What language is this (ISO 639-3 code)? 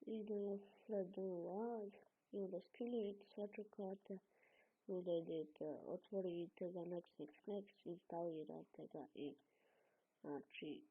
bos